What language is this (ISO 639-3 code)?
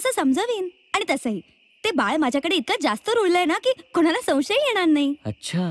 mar